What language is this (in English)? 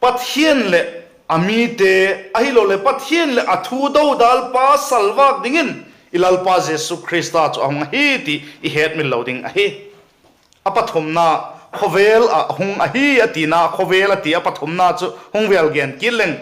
Vaiphei